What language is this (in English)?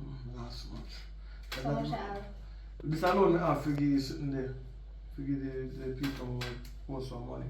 Jamaican Creole English